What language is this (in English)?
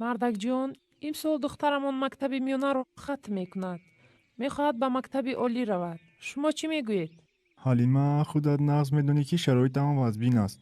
Tajik